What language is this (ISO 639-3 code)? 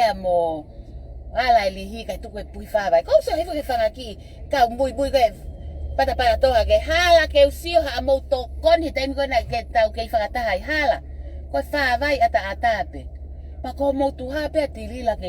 ton